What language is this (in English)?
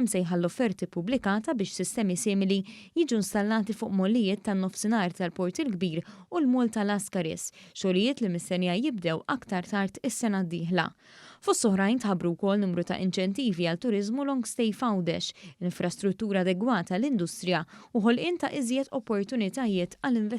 Maltese